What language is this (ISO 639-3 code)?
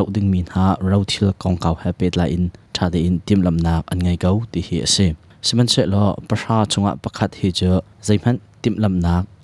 cnh